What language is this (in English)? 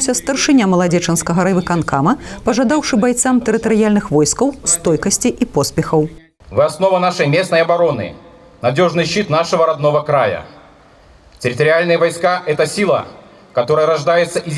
Belarusian